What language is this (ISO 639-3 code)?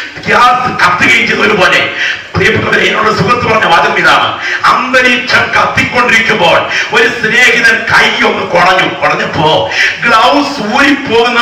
mal